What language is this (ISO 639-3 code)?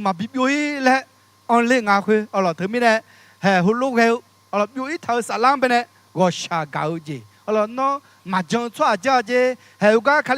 ahk